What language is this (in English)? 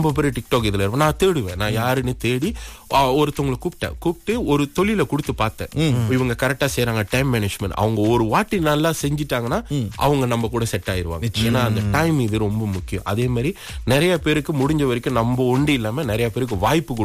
Tamil